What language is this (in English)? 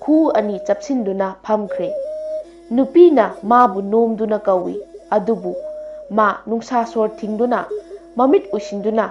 Manipuri